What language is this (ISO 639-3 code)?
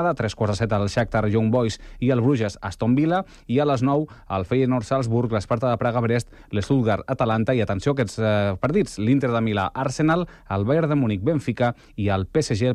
cat